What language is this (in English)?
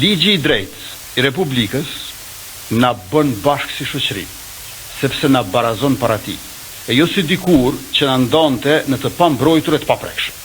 Albanian